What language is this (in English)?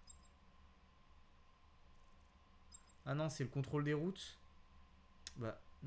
French